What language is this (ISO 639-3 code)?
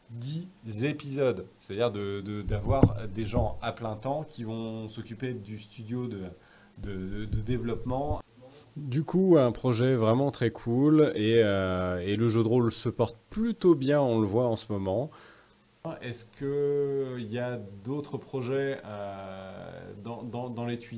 fra